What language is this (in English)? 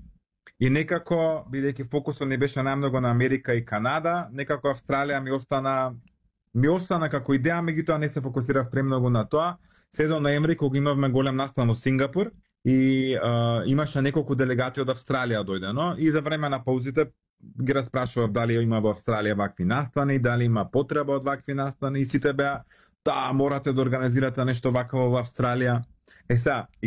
Macedonian